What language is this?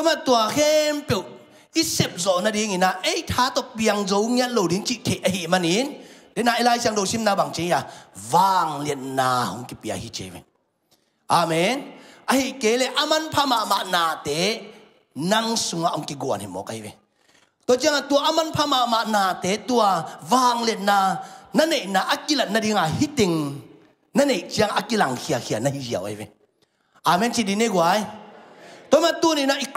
Tedim Chin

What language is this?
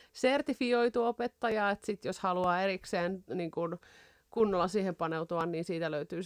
Finnish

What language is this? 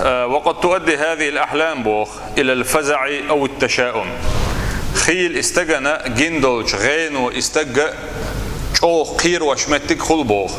Chechen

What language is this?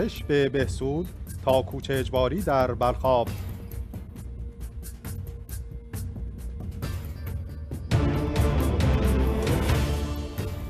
Persian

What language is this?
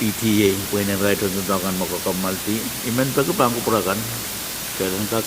Pohnpeian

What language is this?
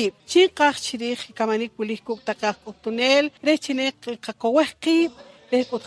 Poqomchi'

